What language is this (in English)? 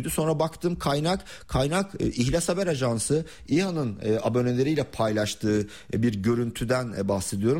Turkish